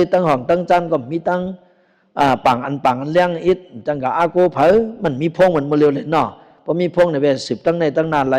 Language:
Shan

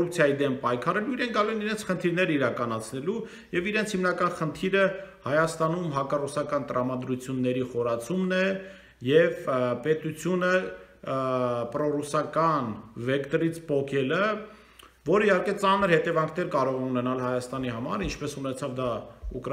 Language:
Armenian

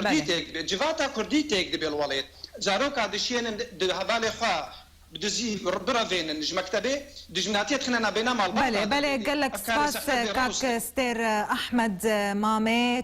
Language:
Kurdish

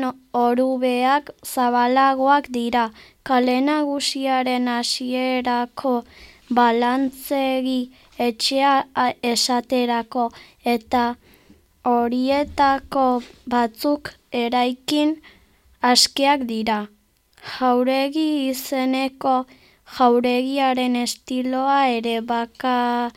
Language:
Basque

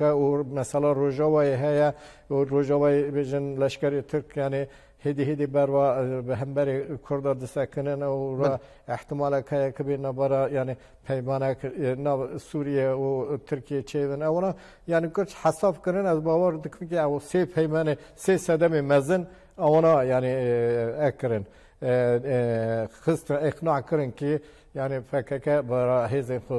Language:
Kurdish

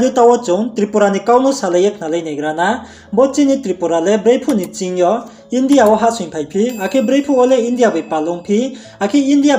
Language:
Riang (India)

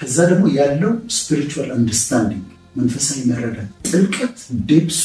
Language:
Amharic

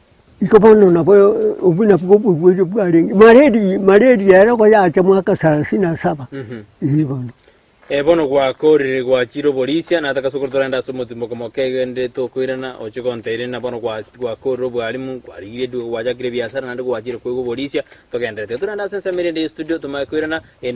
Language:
Gusii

